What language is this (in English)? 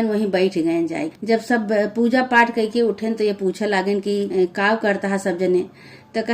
Awadhi